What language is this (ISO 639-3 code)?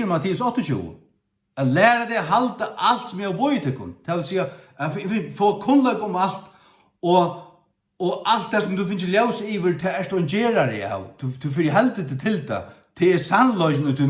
fao